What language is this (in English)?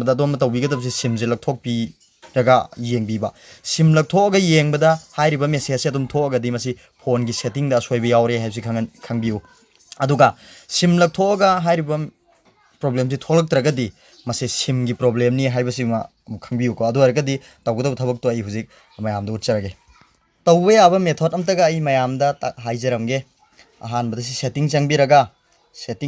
Manipuri